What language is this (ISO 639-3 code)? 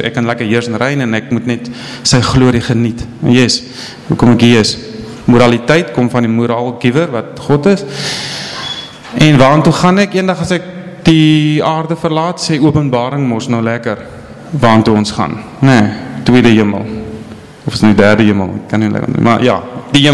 afr